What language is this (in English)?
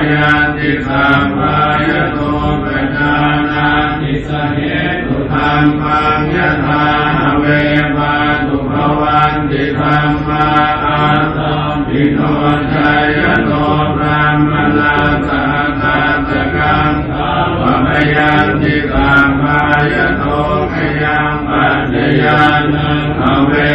Pali